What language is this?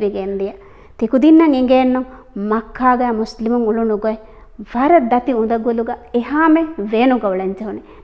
Divehi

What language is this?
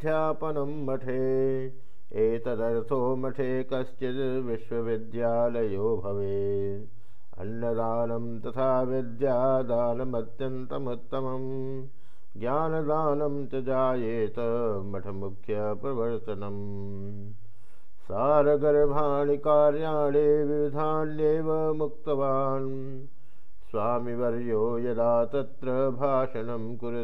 Sanskrit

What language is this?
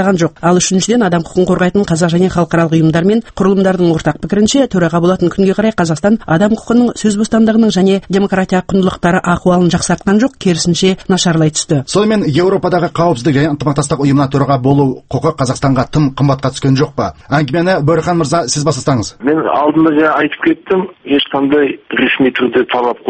Kazakh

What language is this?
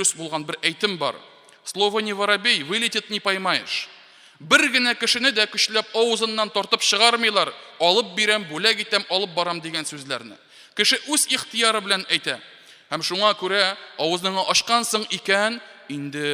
Tatar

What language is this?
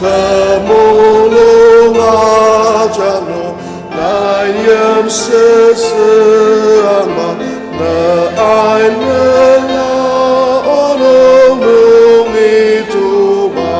Ao Naga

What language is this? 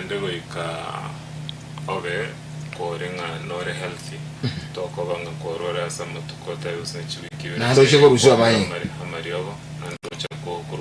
Gusii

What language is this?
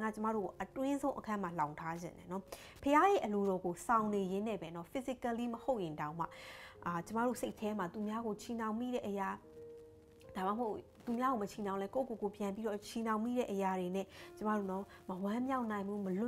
Burmese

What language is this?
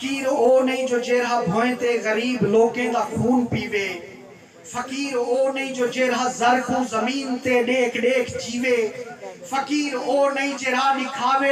Saraiki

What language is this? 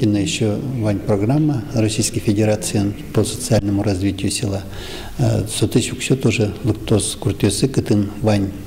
Udmurt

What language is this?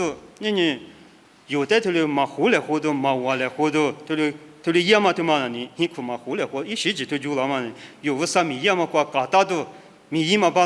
Lisu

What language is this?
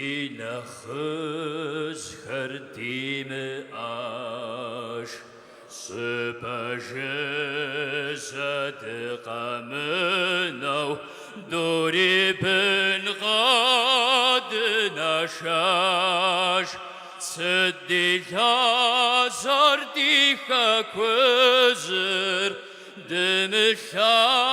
Kabardian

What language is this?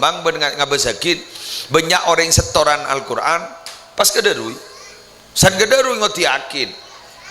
Madurese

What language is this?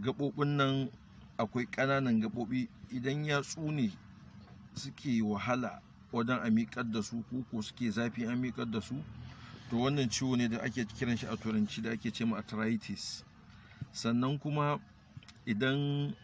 Hausa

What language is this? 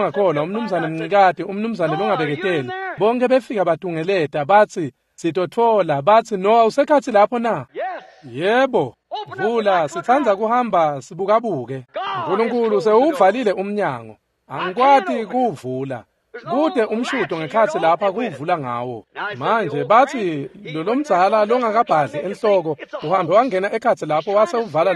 Swati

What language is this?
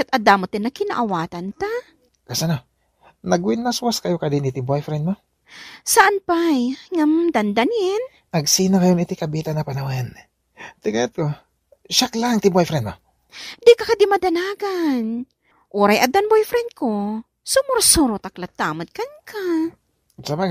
Iloko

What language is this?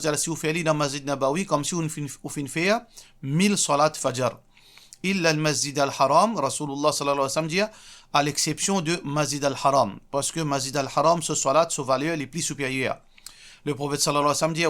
Morisyen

